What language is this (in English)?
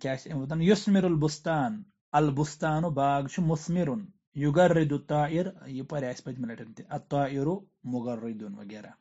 Kashmiri